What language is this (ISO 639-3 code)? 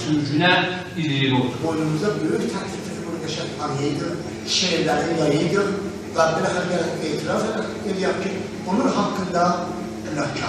azb